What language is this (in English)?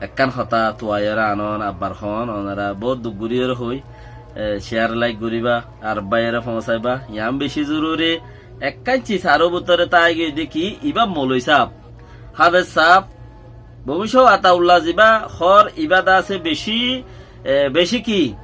Rohingya